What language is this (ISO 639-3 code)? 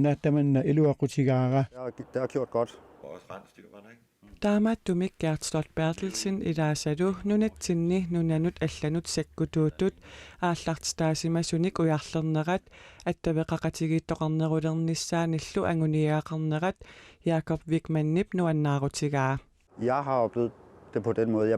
kal